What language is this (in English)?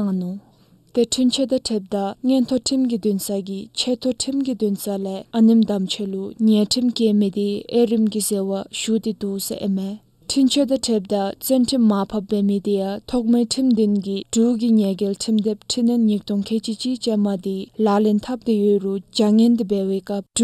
Dzongkha